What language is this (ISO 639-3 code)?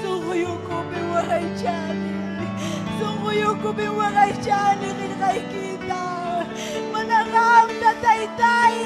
quy